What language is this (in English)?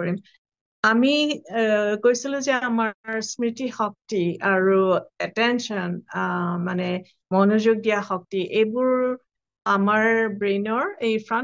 Assamese